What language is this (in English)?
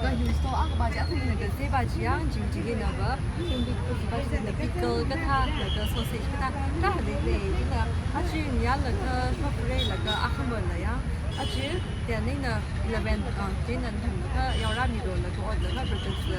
Tangkhul Naga (India)